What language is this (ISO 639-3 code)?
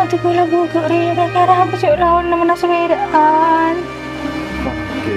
mad